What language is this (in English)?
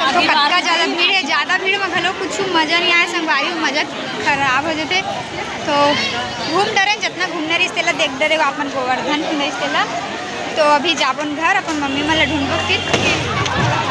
Chhattisgarhi